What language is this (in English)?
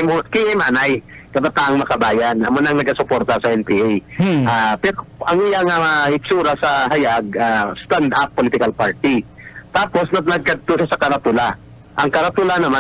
Hiligaynon